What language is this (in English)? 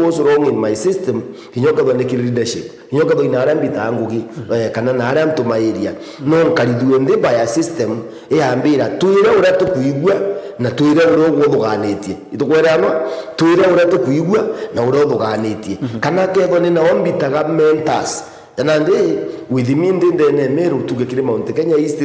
Meru